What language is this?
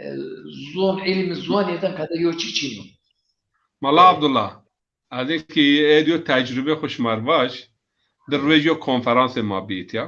Zaza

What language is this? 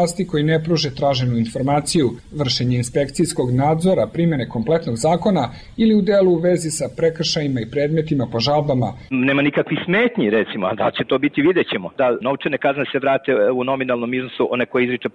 Serbian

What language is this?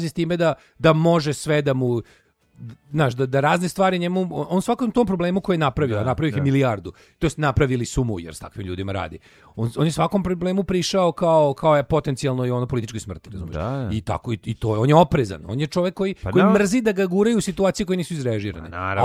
Serbian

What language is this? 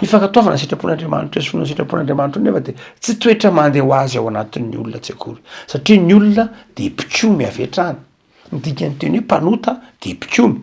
Malagasy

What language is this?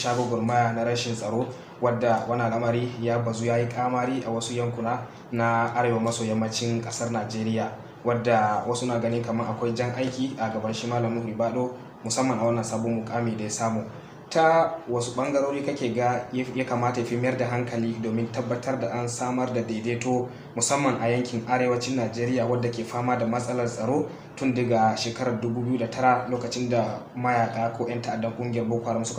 Hausa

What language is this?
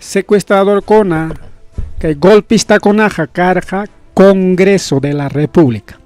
Ayacucho Quechua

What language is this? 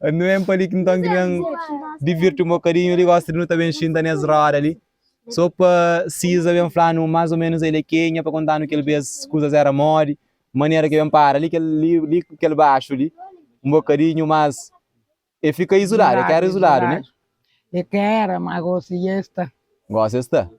Kabuverdianu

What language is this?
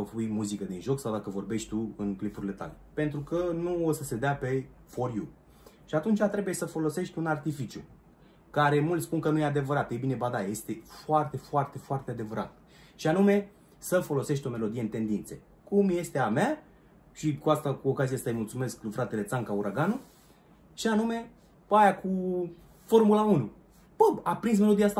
Romanian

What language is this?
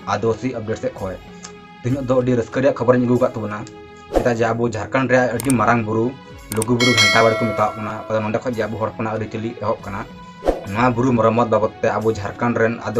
Santali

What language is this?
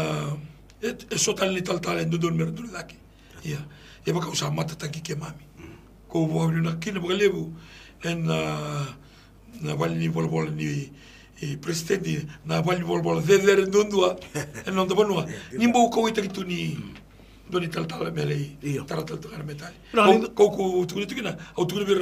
Galician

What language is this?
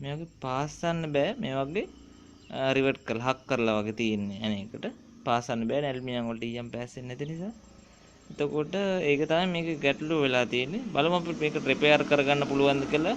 Sinhala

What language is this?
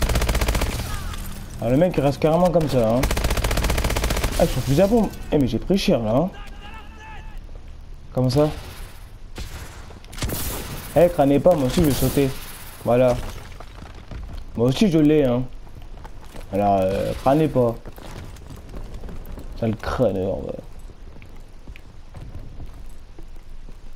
French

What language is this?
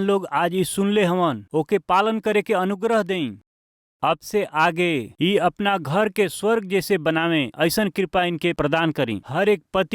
Bhojpuri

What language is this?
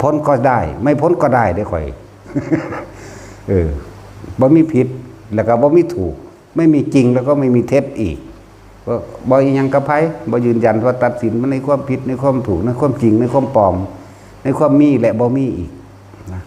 Lao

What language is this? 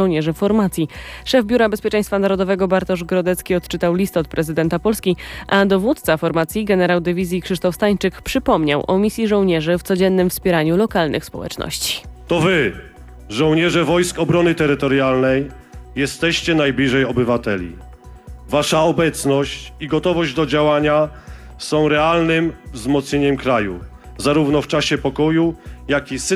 Polish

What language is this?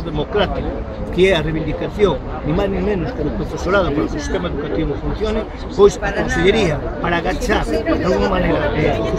Galician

